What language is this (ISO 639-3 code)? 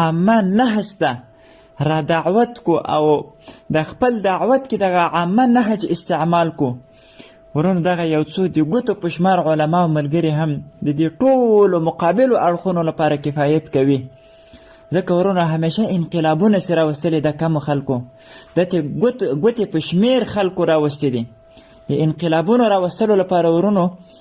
pus